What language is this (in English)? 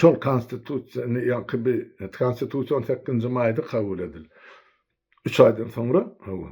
Turkmen